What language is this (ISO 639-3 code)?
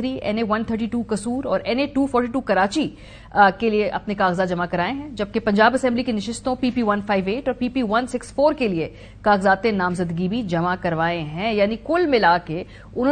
urd